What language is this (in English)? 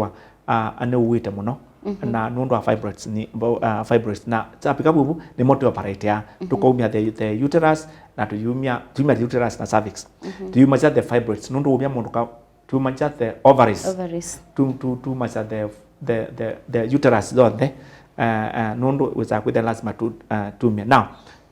Kamba